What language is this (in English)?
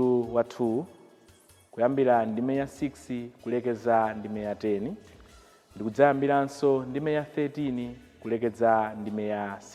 Nyanja